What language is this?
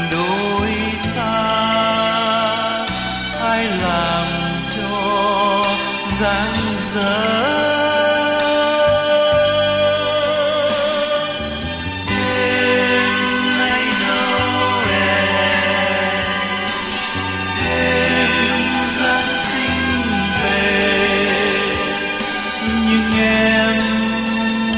Vietnamese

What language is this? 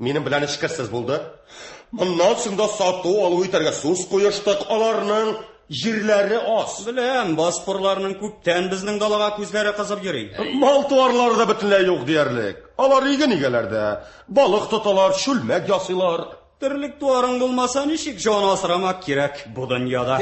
Tatar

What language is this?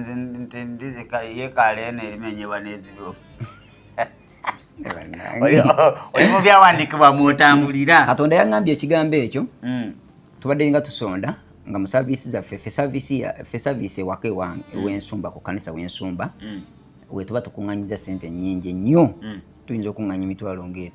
Ganda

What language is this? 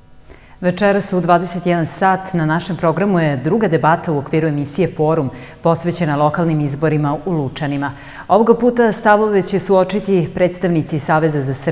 Serbian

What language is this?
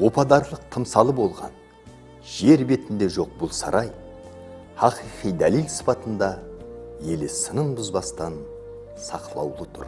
Kara-Kalpak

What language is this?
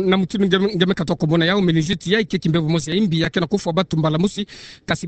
Kituba (Democratic Republic of Congo)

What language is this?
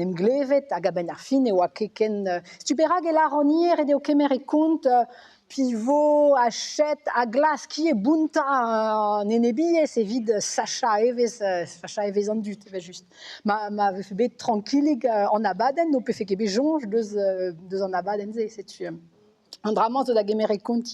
Breton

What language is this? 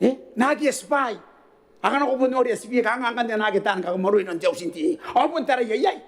Gilbertese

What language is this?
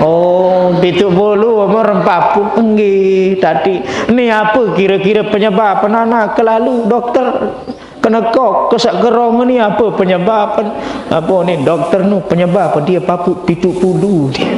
Sasak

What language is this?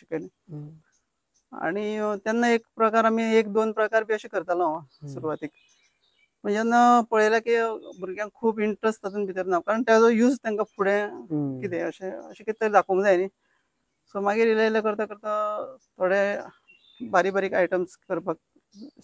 Konkani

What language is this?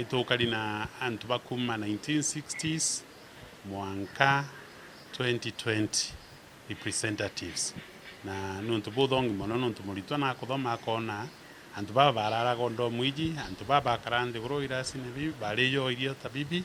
Meru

